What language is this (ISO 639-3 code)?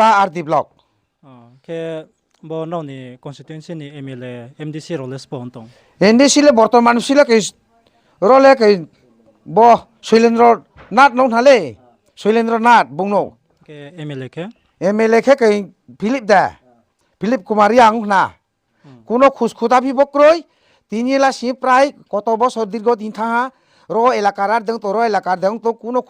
ria